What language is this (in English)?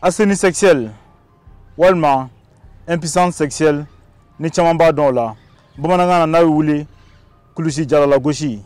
Bambara